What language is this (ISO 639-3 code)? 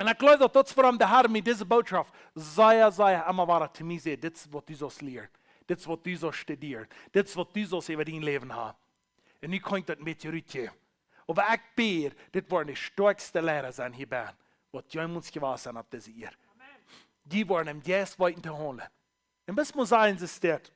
pdt